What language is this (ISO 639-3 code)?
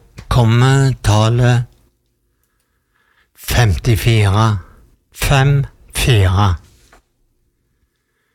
nor